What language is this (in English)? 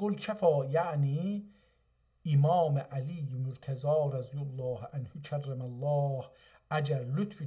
South Azerbaijani